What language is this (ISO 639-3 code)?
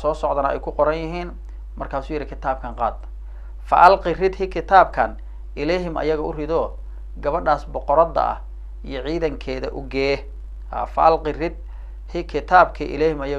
som